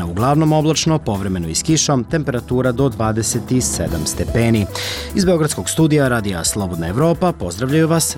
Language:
Serbian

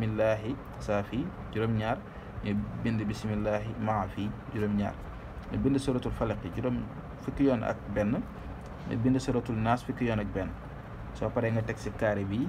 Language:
Wolof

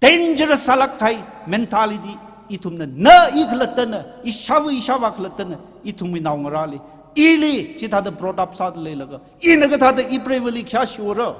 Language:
Tangkhul Naga (India)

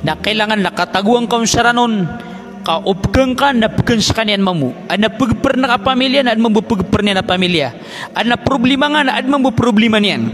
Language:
Maranao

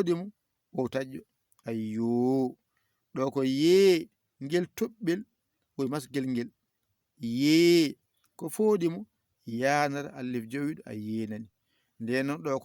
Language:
Fula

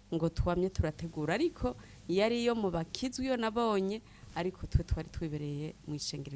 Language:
Rundi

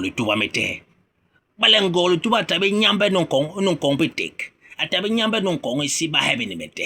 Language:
Basaa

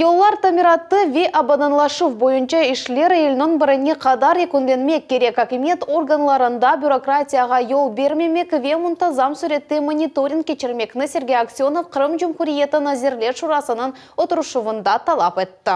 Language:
Crimean Tatar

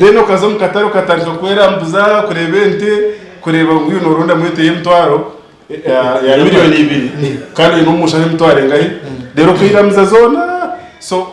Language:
Nyankole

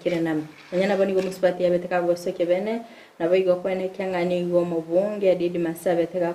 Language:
Gusii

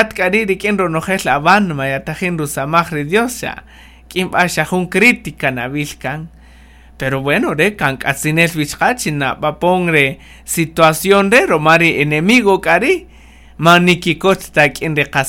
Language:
Kaqchikel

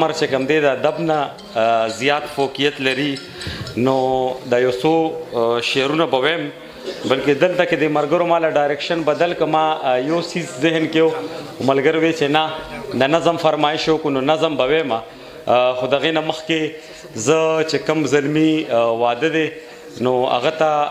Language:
Pashto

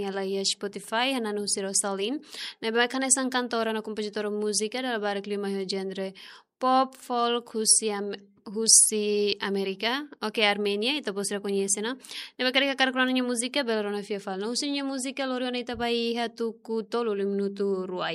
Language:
Tetum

